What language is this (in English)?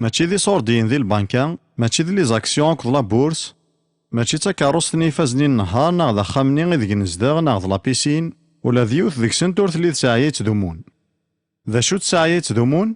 Kabyle